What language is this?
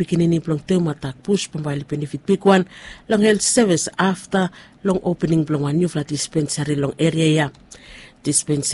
Bislama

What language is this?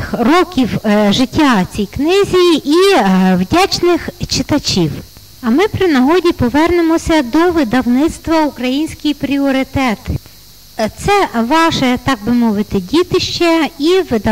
Ukrainian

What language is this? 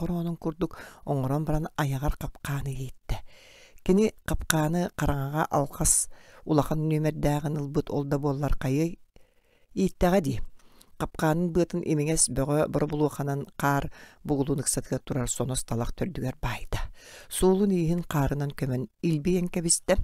Yakut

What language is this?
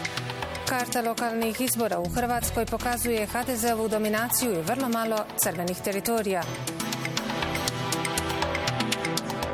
Bosnian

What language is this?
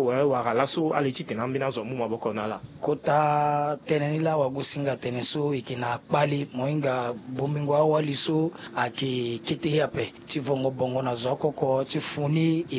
Sango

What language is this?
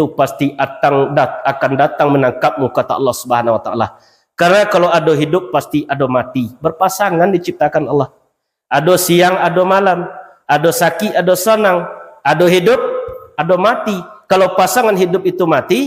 Minangkabau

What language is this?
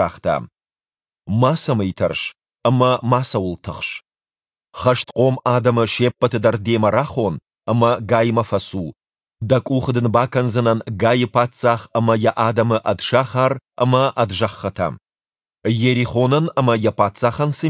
Ossetic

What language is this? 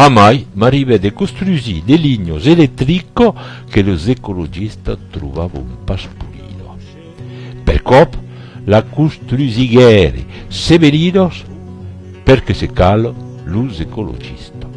Occitan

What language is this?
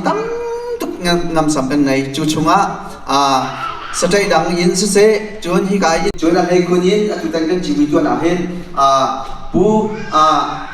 Hakha Chin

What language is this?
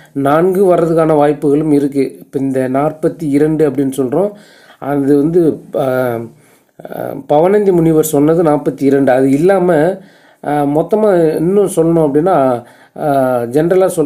Tamil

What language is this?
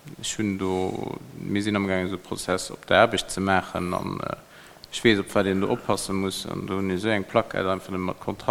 Luxembourgish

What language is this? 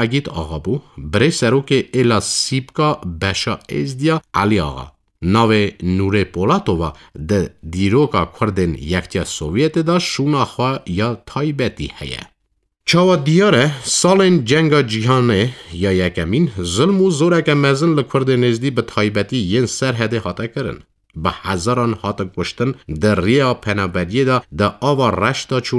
Kurdish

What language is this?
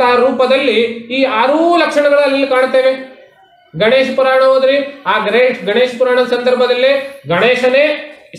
Kannada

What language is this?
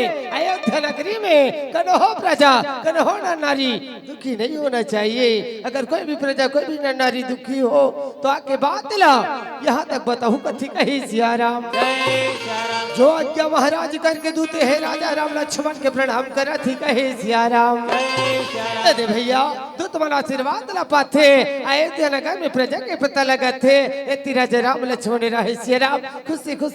Chhattisgarhi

